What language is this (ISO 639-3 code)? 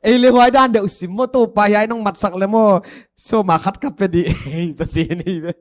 pck